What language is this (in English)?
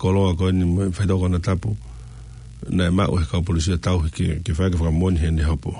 Tongan